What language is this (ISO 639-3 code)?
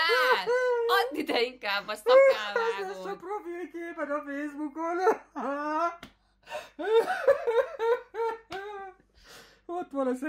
hun